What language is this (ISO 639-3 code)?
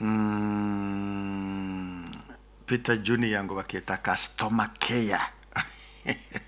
nyo